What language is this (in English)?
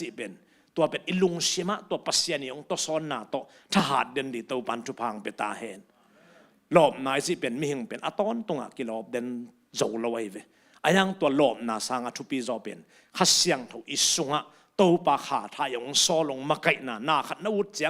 Tedim Chin